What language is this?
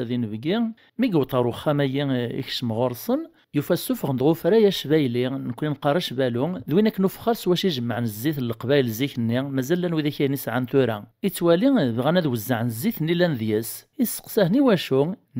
Kabyle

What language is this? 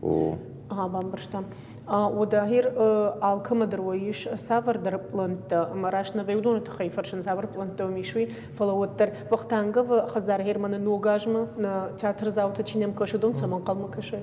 Ossetic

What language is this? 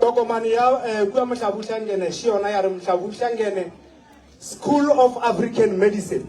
Northern Sotho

